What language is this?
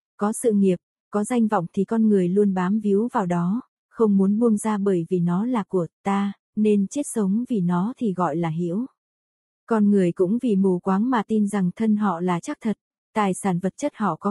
Vietnamese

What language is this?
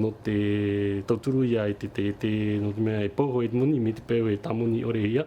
Tahitian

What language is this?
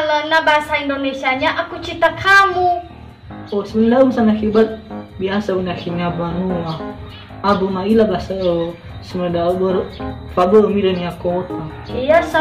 Nias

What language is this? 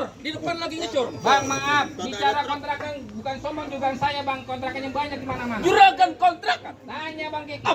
Betawi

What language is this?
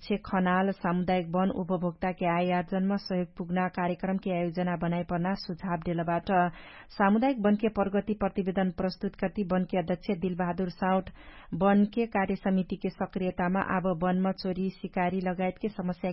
Dangaura Tharu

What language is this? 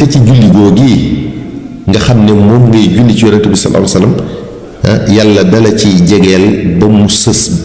Wolof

